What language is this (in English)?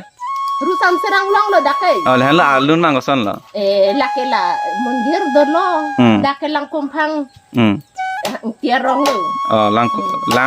Karbi